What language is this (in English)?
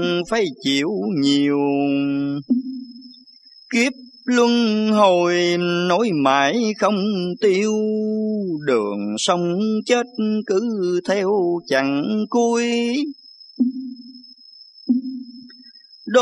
Vietnamese